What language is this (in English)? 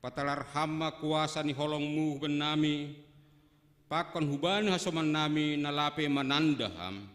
Batak Simalungun